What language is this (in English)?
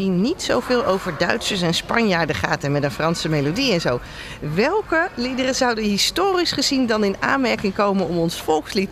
Dutch